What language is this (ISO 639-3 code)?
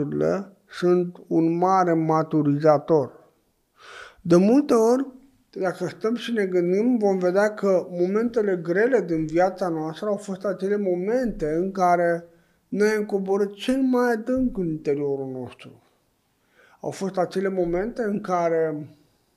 ron